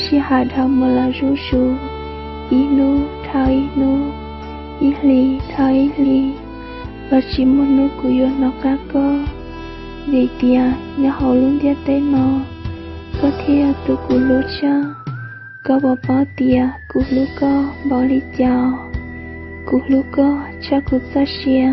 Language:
Hmong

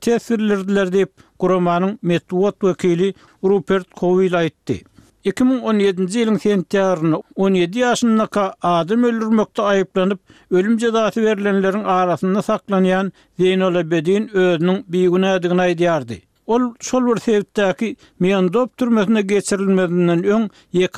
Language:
Turkmen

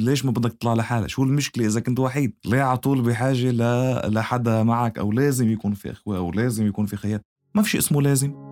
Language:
North Levantine Arabic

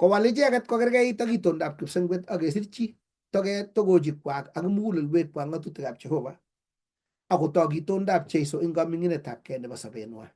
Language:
Kalenjin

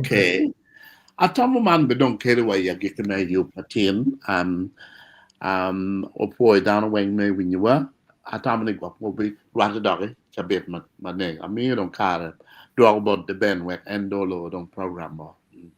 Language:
Acoli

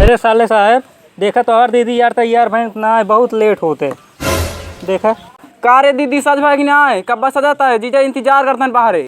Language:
Awadhi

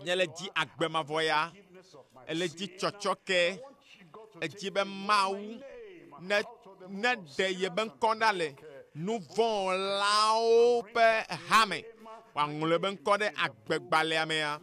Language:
Ewe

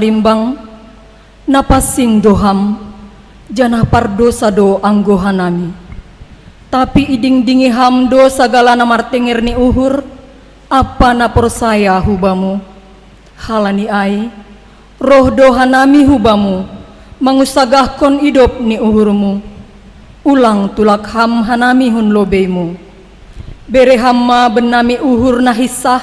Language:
Batak Simalungun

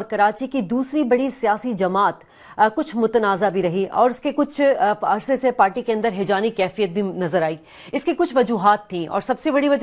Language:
Urdu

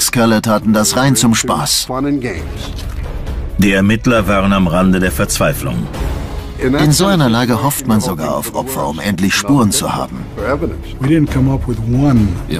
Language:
German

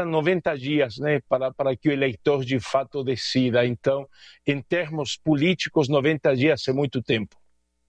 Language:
Portuguese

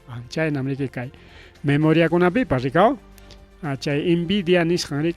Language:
Ayacucho Quechua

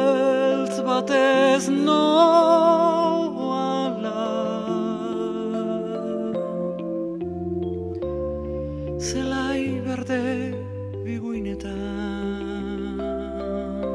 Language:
Basque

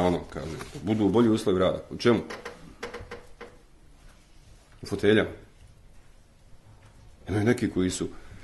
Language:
Bosnian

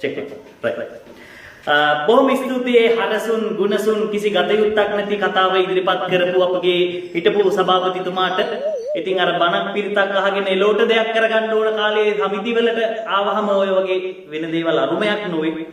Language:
Sinhala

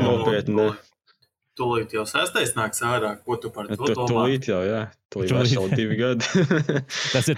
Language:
Latvian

